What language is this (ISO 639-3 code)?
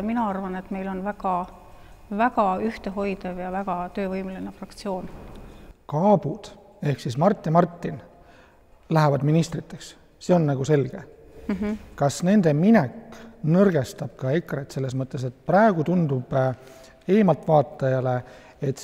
est